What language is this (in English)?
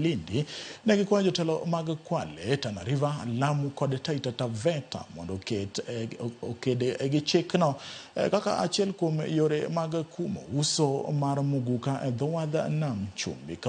Luo (Kenya and Tanzania)